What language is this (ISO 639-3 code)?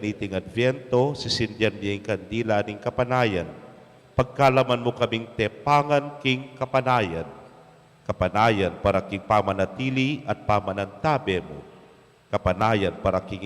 pam